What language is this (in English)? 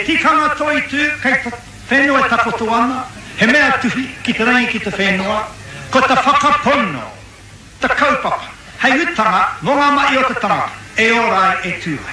Māori